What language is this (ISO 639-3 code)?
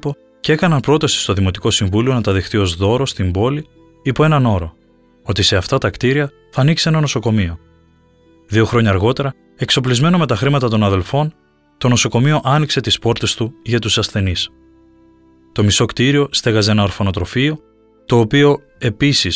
ell